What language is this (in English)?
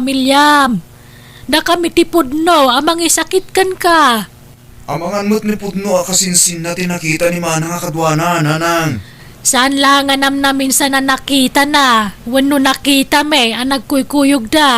Iloko